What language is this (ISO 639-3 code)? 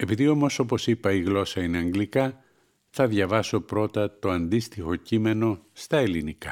ell